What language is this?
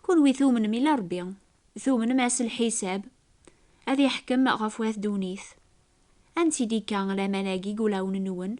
Kabyle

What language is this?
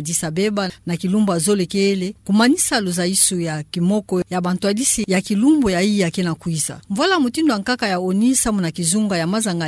Kituba (Democratic Republic of Congo)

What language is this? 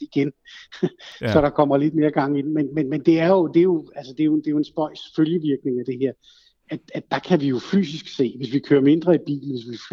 Danish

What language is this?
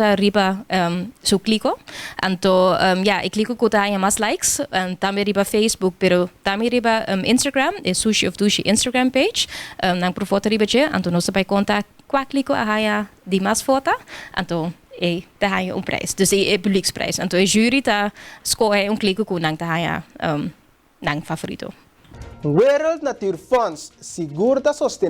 Papiamento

